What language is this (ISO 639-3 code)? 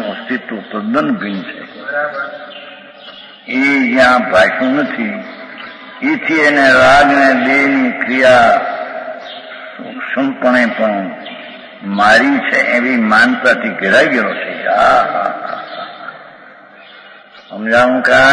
guj